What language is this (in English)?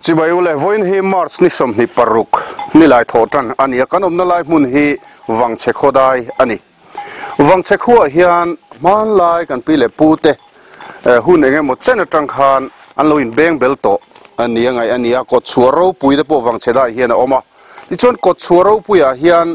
Mizo